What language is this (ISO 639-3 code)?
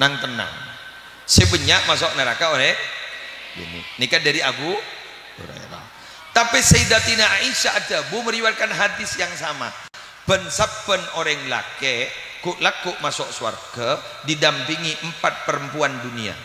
mad